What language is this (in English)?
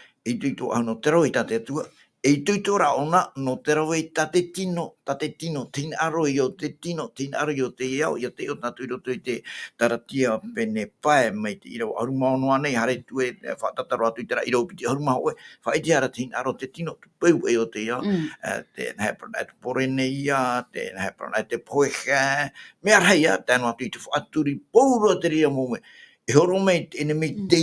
Tahitian